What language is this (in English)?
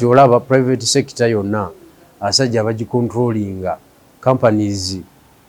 Ganda